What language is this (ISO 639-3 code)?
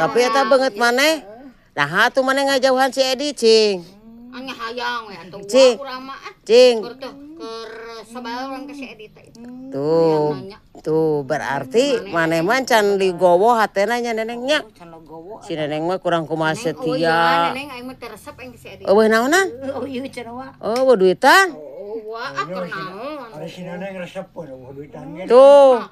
sun